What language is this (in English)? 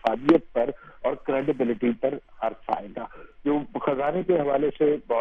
Urdu